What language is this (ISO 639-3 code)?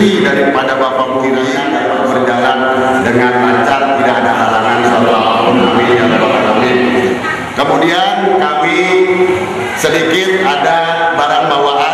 ind